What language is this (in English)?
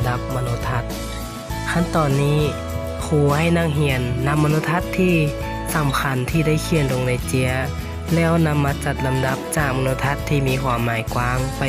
Lao